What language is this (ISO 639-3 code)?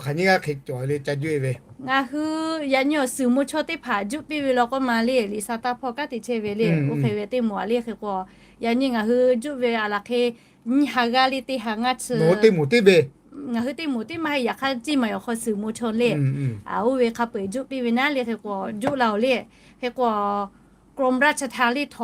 lhu